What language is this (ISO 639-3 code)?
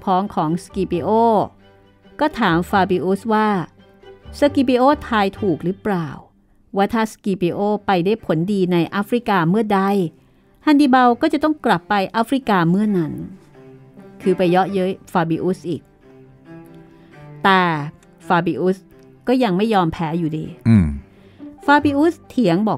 tha